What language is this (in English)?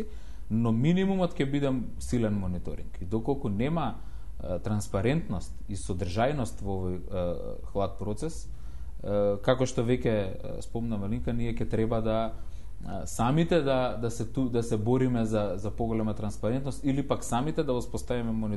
Macedonian